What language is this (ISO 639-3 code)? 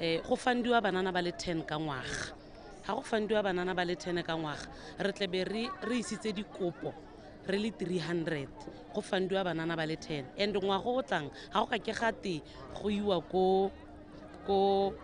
tsn